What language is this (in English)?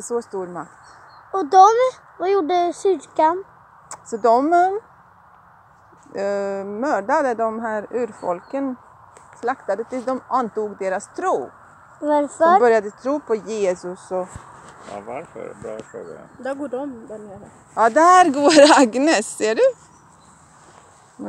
Swedish